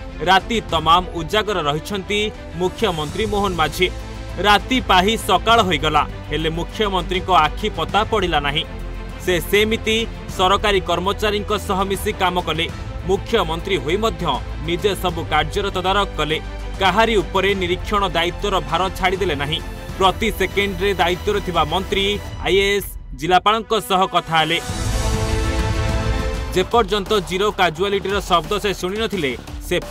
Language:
Odia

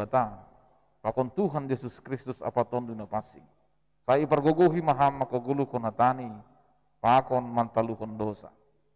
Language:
Batak Simalungun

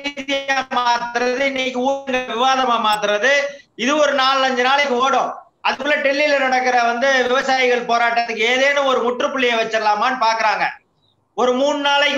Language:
Tamil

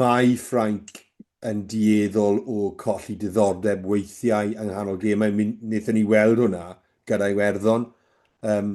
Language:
Welsh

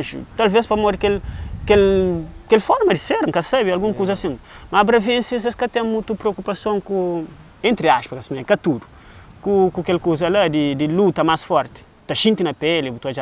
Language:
Kabuverdianu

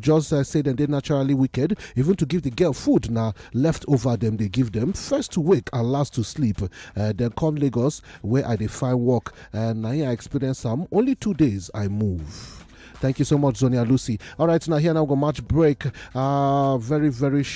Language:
Nigerian Pidgin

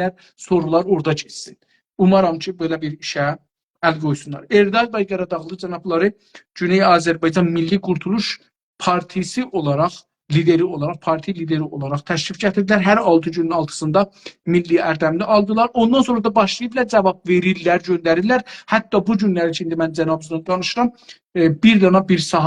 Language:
South Azerbaijani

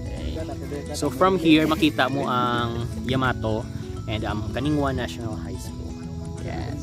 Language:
Hiligaynon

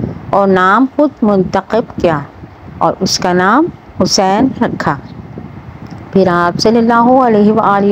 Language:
Urdu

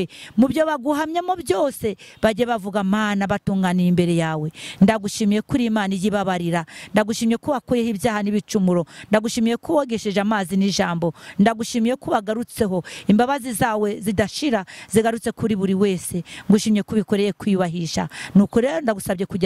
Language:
Kinyarwanda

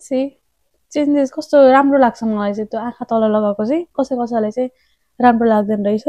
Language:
Nepali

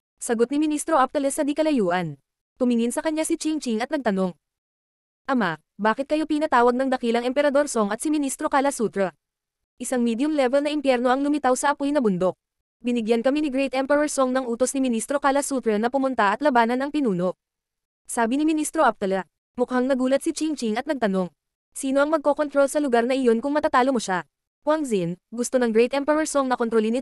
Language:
Filipino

